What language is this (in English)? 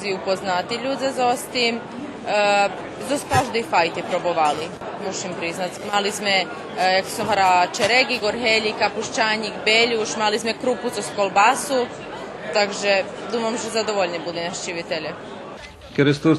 Rusyn